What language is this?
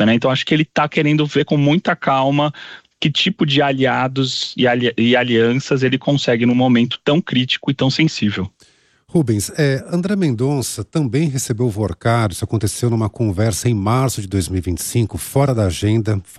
Portuguese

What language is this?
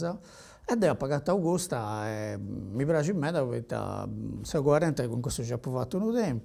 Sardinian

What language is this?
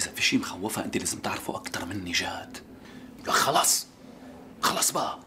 North Levantine Arabic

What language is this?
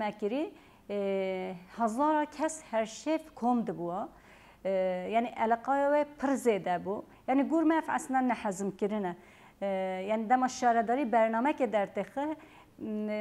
Kurdish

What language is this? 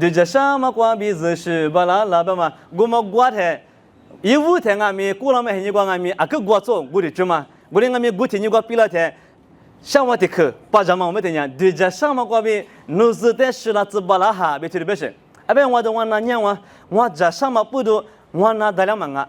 Lisu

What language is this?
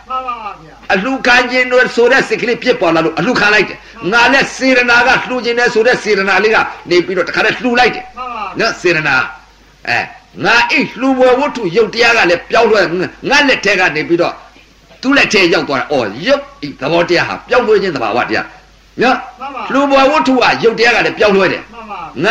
Burmese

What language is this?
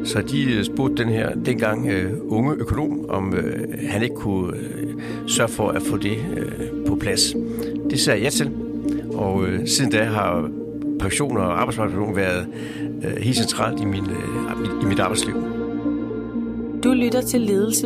Danish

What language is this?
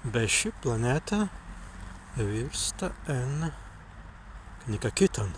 Prussian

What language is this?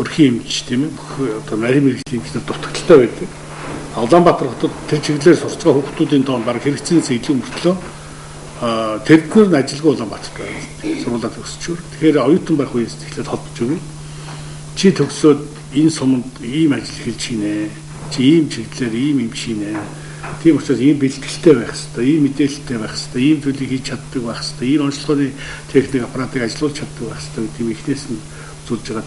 Mongolian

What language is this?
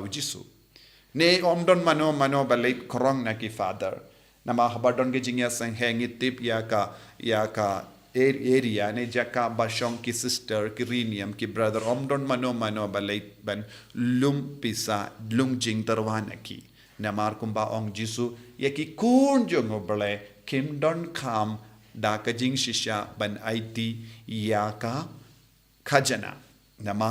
Khasi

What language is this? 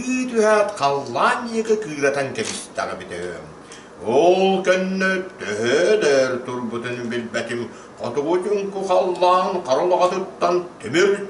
Yakut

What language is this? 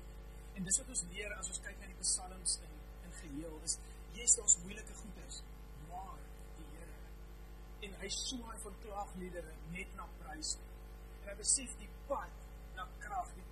Afrikaans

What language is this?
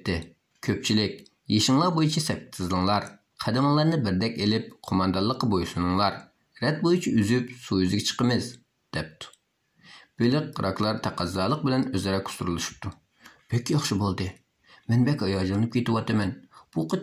Uyghur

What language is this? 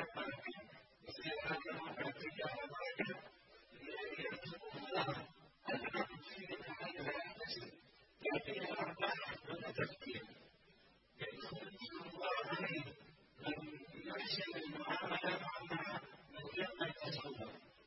Arabic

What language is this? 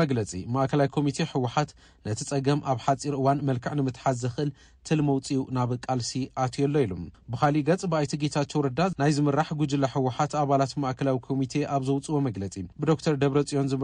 Tigrinya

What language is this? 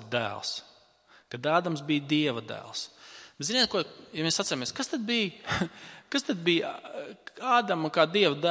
Latvian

